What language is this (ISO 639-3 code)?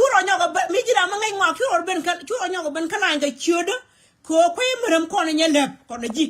nus